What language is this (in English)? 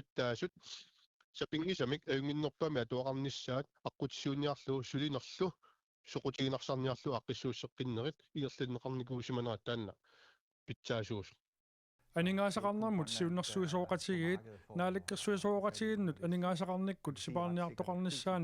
Kalaallisut